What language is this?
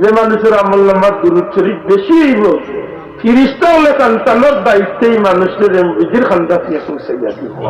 Sylheti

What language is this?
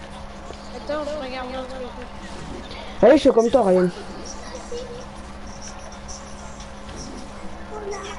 French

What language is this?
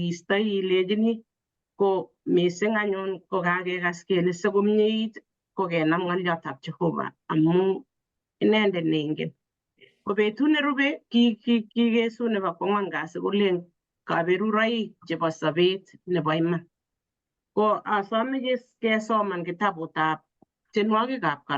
Kalenjin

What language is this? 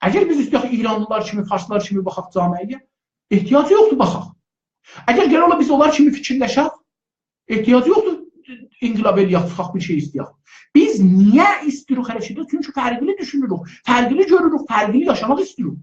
South Azerbaijani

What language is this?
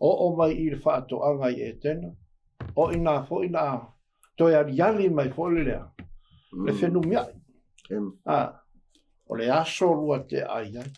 Samoan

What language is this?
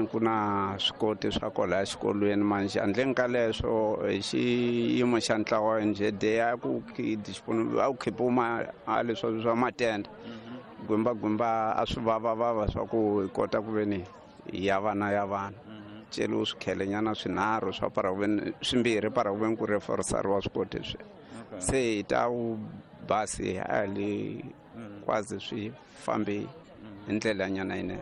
Tsonga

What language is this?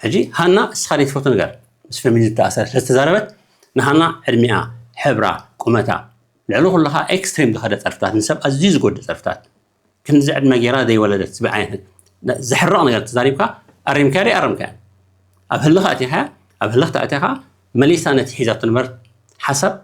Tigrinya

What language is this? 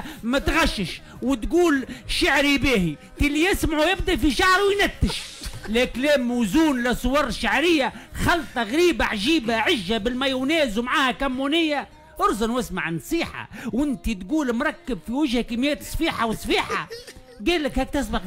Tunisian Arabic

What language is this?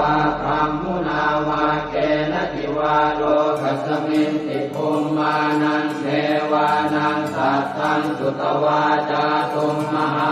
Pali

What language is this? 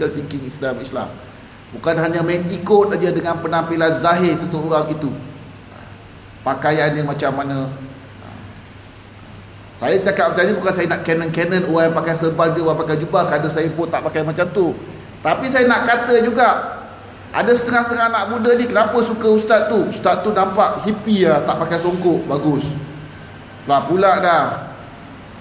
Malay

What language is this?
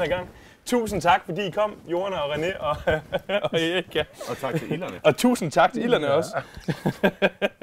Danish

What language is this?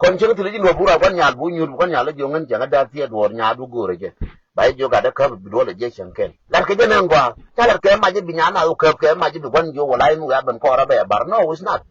Nuer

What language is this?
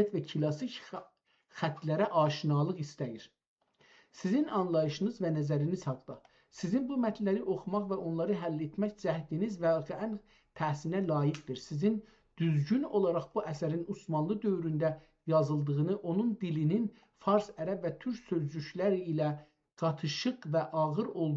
South Azerbaijani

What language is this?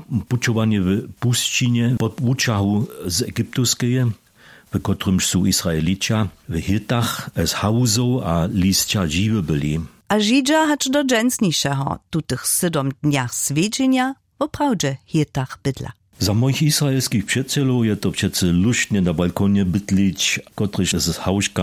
Upper Sorbian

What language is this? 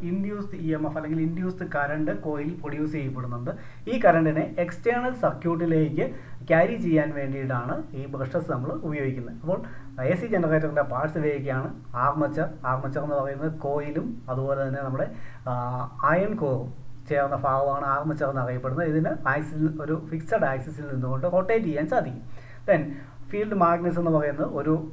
Malayalam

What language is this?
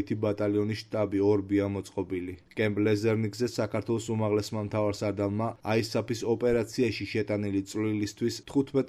Georgian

